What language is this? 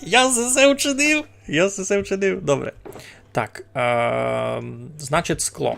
Rusyn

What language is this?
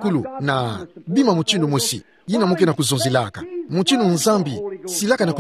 Kituba (Democratic Republic of Congo)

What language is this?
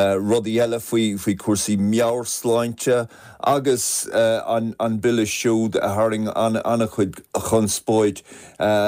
Irish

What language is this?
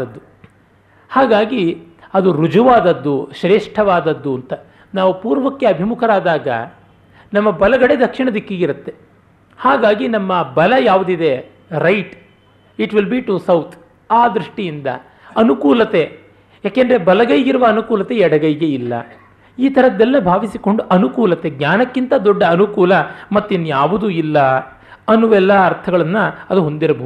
Kannada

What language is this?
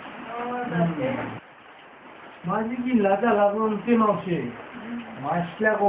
Malay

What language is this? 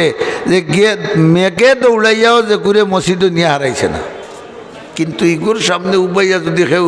Sylheti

